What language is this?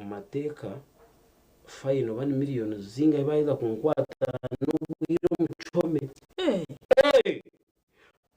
Nyankole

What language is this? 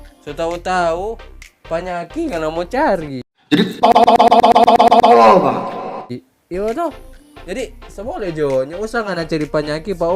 Manado Malay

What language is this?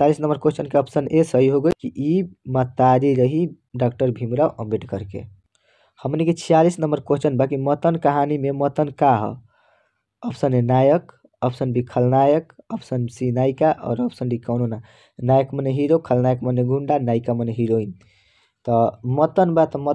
Bhojpuri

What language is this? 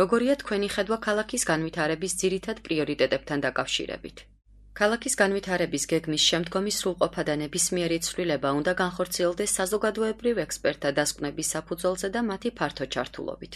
Georgian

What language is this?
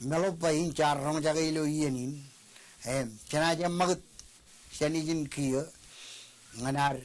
Marshallese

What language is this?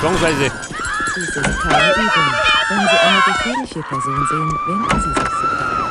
Bavarian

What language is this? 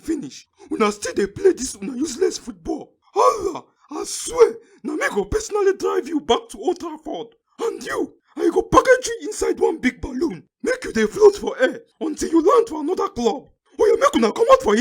Nigerian Pidgin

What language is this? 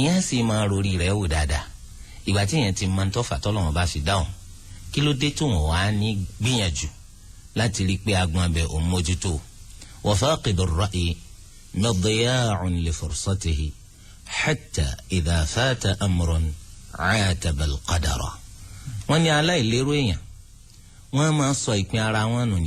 Yoruba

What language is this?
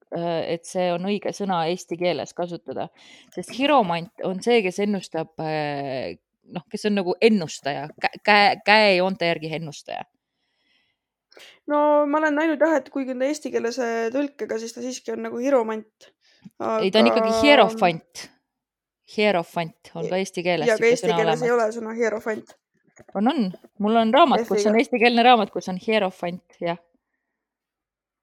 Estonian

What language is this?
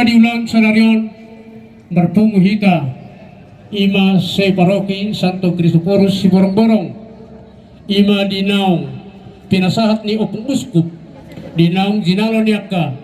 Batak Toba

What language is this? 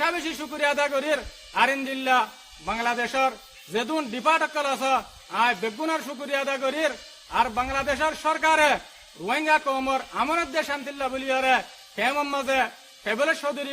Rohingya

